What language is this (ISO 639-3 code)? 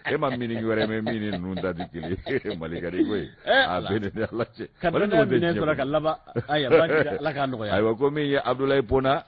bam